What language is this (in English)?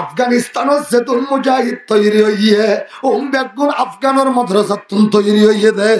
Rohingya